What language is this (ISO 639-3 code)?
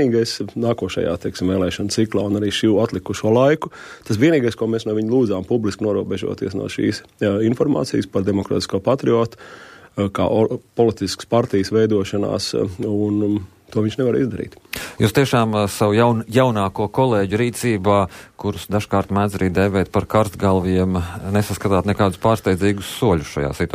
lav